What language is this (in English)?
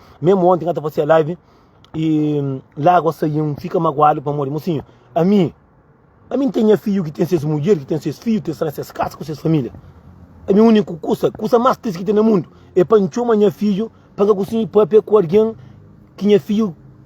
Kabuverdianu